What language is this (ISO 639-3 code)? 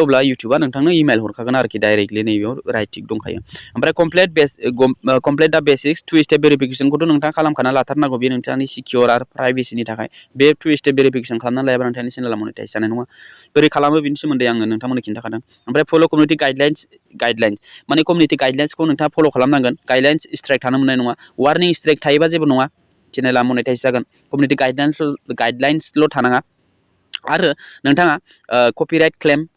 brx